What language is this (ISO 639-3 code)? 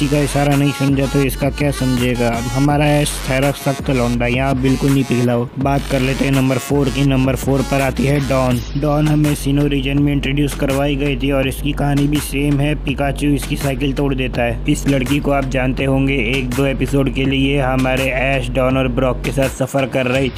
hin